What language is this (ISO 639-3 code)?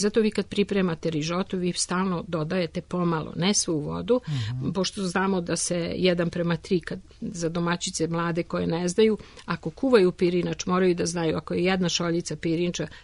srp